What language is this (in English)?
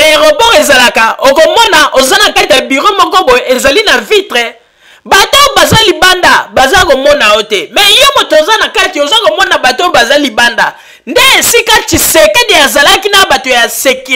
Lingala